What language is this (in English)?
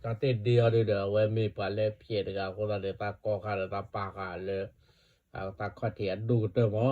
S'gaw Karen